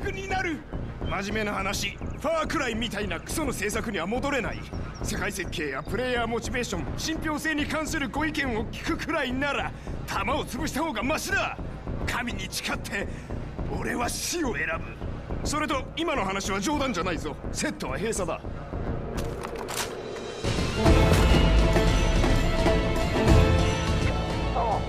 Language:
Japanese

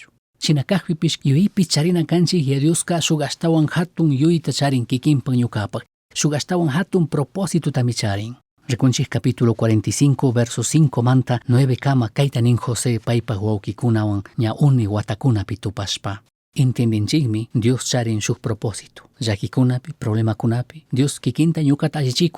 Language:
Chimborazo Highland Quichua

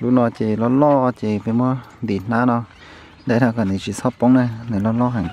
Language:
Hmong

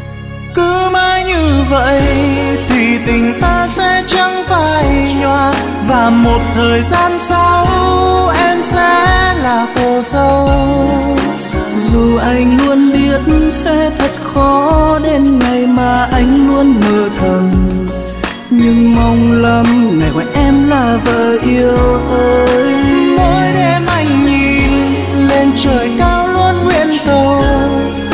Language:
Vietnamese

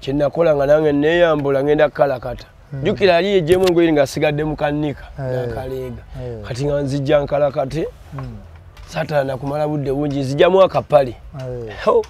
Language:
Ganda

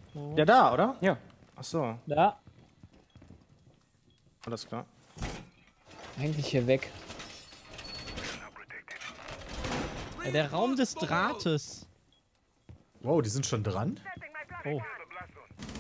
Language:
German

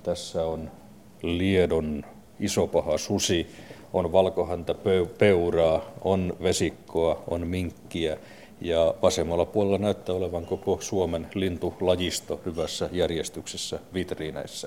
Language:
Finnish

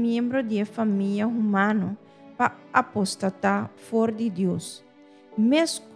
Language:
Papiamento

